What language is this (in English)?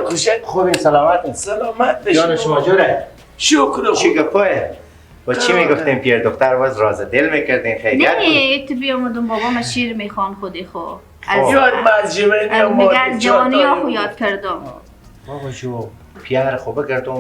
Persian